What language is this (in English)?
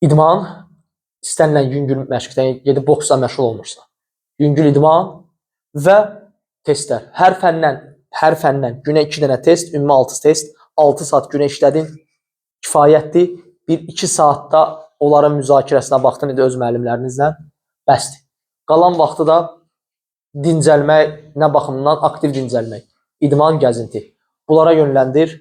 Azerbaijani